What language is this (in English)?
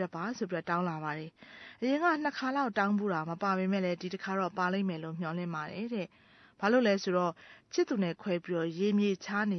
Burmese